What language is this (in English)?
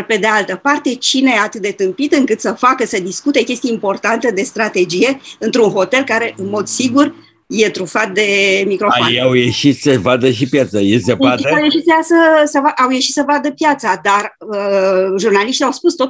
Romanian